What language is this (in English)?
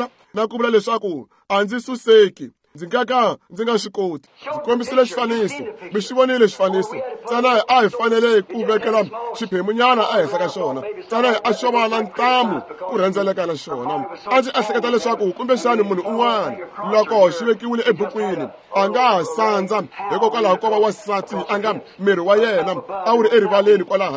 Tsonga